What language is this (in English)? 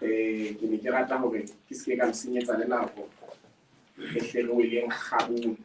Southern Sotho